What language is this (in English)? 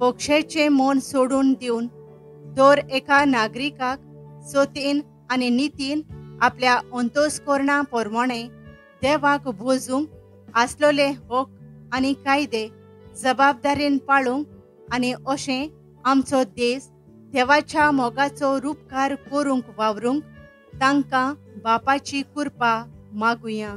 Konkani